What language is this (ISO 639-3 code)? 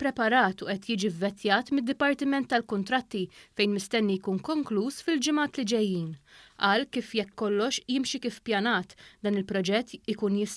mlt